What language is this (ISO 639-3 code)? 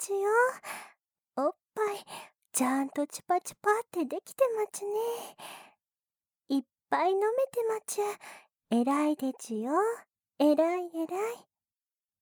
jpn